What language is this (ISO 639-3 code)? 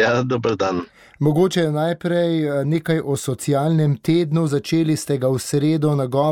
slv